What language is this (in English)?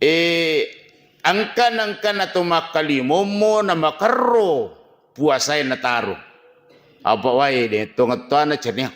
Buginese